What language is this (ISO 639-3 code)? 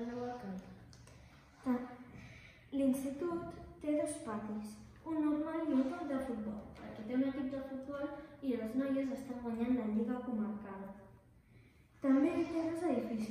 cat